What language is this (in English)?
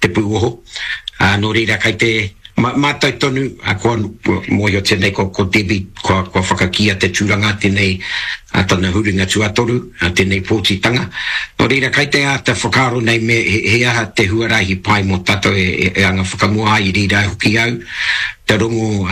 Māori